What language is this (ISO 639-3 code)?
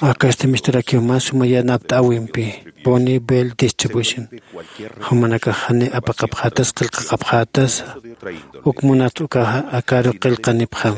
aym